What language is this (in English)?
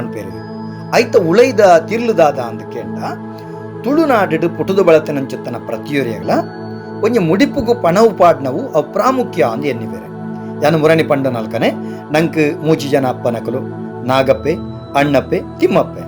Tulu